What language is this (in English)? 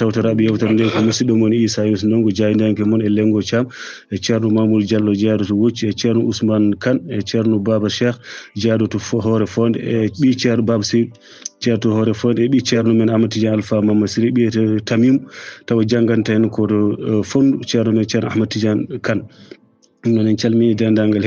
Fula